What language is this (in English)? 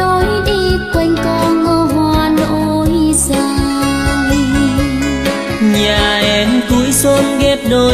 Vietnamese